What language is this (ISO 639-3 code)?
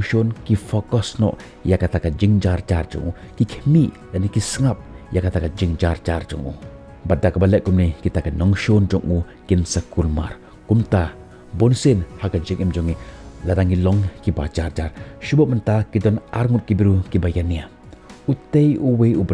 kha